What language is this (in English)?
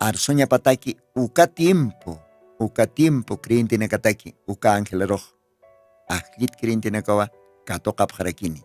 Aymara